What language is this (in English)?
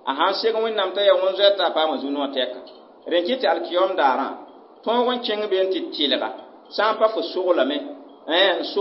Mossi